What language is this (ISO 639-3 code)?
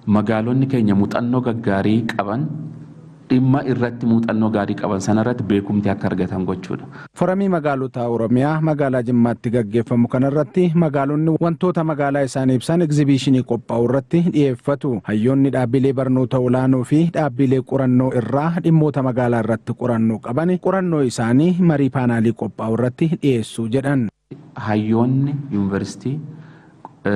orm